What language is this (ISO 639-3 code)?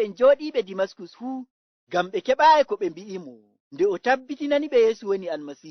ful